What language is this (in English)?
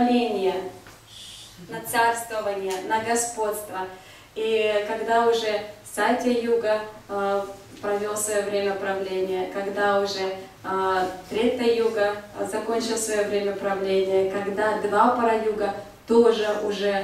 Russian